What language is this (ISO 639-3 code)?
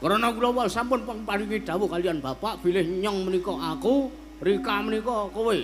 jav